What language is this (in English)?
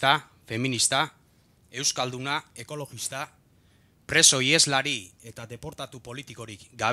Basque